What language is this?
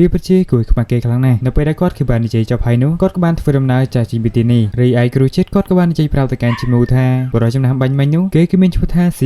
Khmer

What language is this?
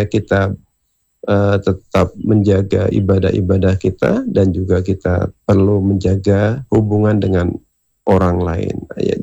Indonesian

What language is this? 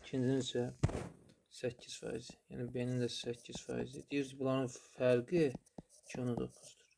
Azerbaijani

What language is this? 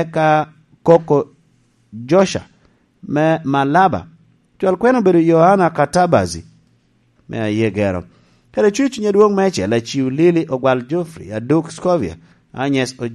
Lango (Uganda)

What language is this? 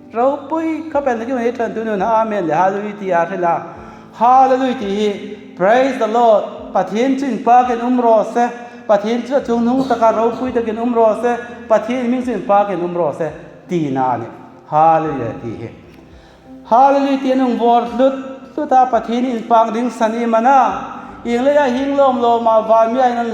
Hmar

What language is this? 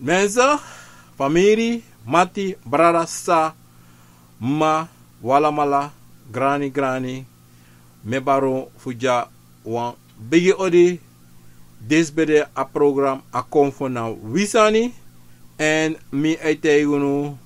Sranan Tongo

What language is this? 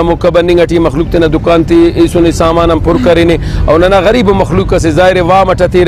Brahui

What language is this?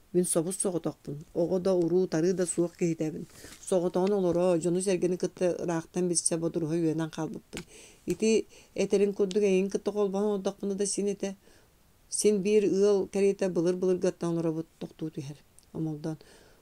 Yakut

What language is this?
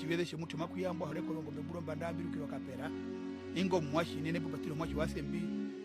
Herero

